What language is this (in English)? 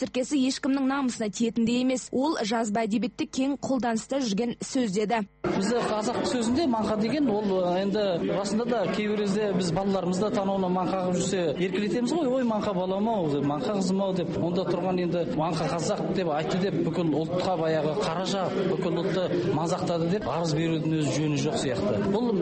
Kazakh